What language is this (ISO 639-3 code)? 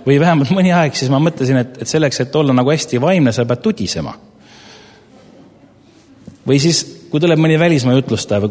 est